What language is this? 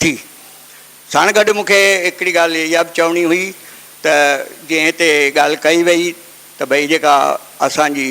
Sindhi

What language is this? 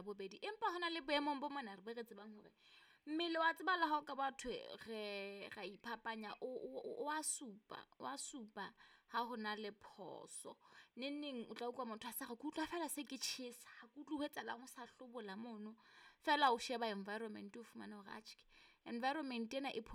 Southern Sotho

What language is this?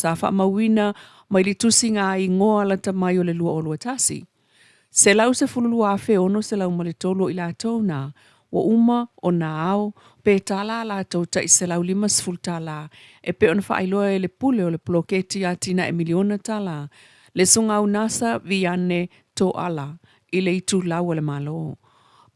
Samoan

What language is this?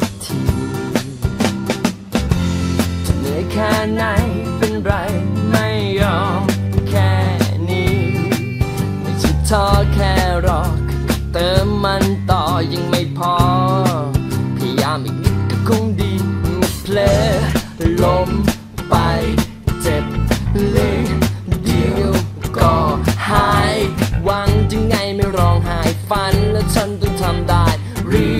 Thai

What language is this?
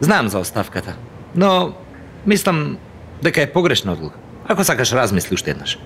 Macedonian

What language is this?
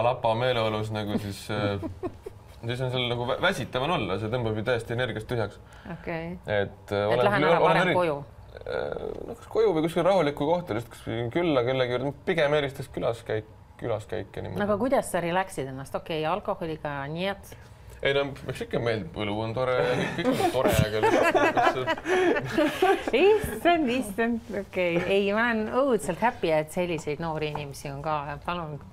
Estonian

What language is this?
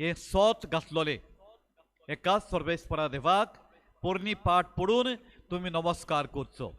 Konkani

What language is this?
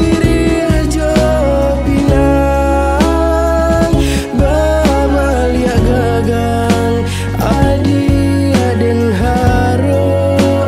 Minangkabau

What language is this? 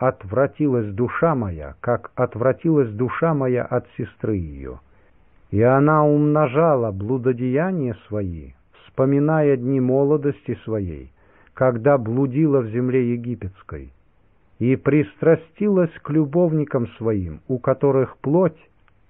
Russian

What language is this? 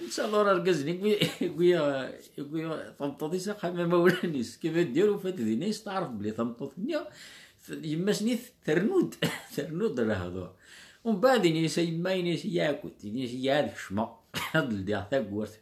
Kabyle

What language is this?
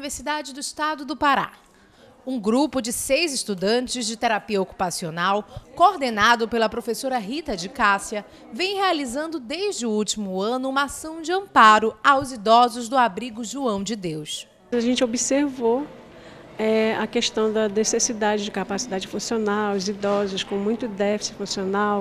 Portuguese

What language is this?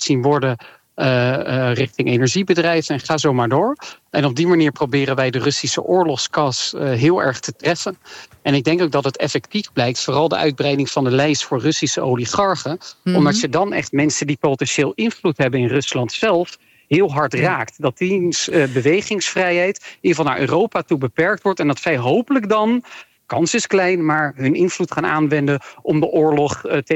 Dutch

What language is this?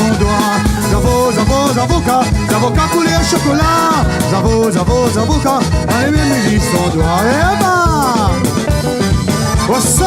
Réunion Creole French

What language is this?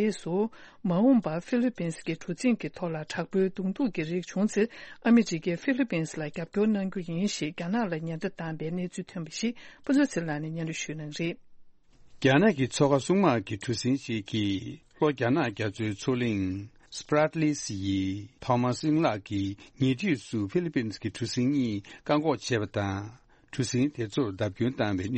Tibetan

